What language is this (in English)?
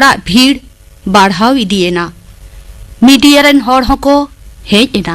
Santali